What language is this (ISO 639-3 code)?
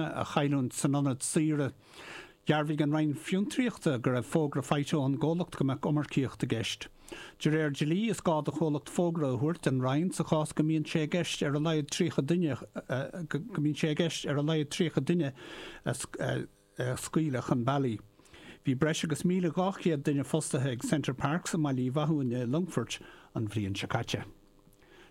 gle